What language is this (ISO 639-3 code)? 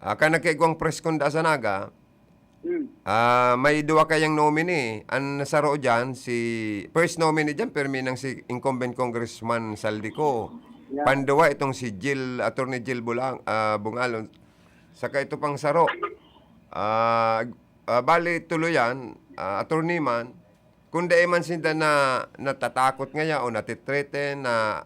bik